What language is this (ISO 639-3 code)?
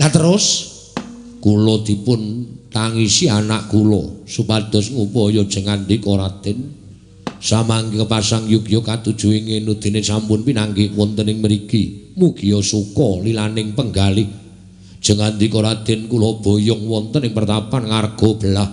jav